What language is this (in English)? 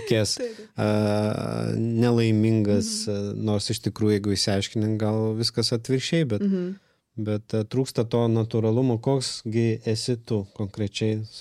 Lithuanian